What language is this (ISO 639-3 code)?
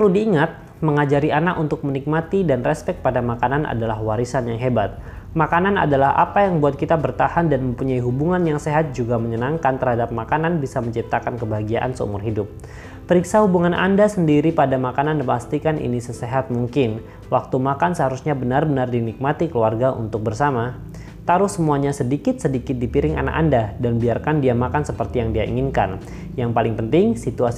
ind